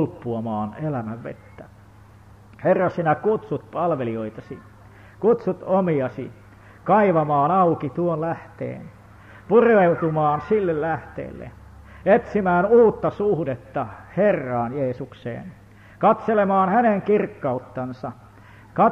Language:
Finnish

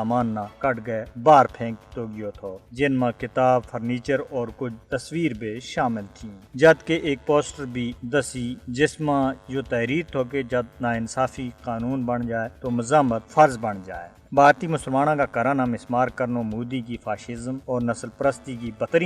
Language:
Gujari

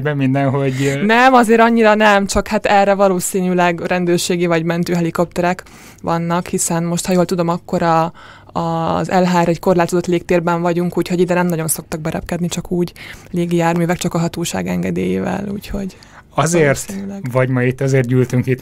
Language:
Hungarian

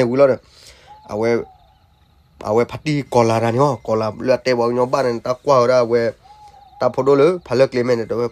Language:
S'gaw Karen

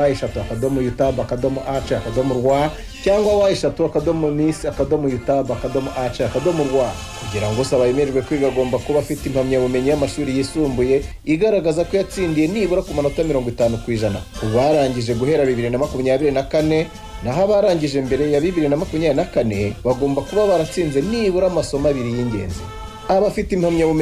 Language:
Kinyarwanda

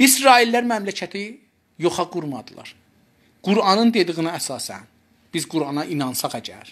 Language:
South Azerbaijani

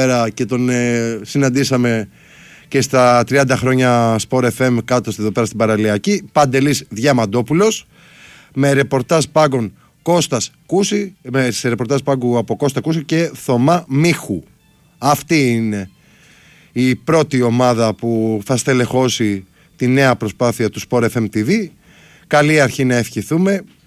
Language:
Greek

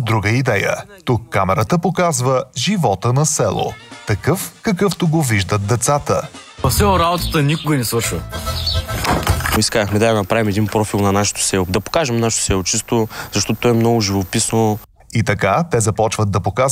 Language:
Bulgarian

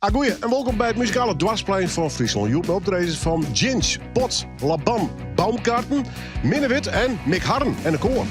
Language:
Western Frisian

